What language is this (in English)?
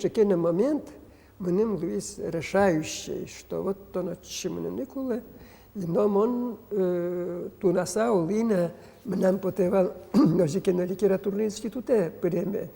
Udmurt